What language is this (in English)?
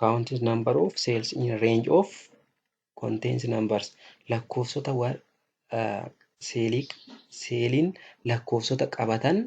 Oromo